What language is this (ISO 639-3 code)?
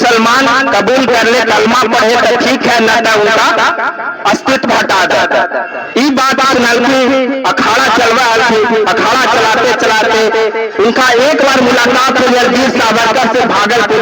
mag